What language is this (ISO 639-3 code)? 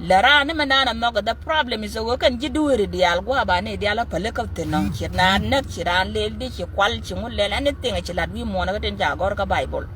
nus